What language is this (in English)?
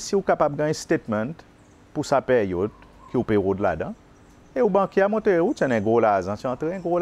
Seselwa Creole French